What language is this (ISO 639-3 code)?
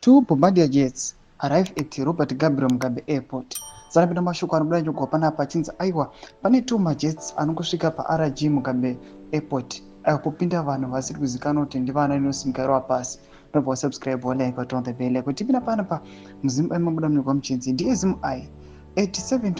sna